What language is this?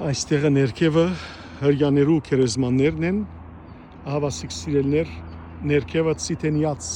Western Armenian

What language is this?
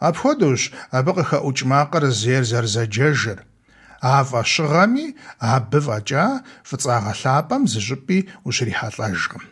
Kabardian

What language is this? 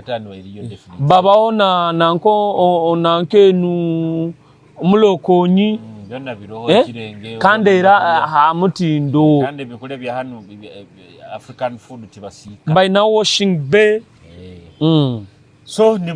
Nyoro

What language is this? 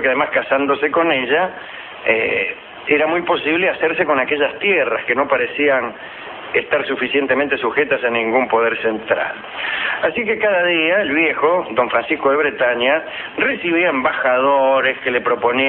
Spanish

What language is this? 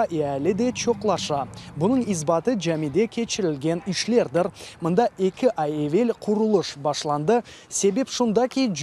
Crimean Tatar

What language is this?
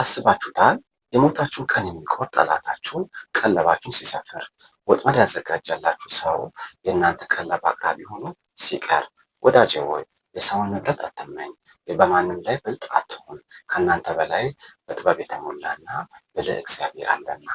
Amharic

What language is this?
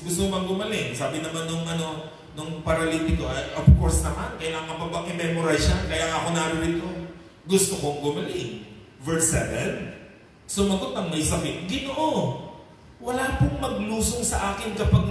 Filipino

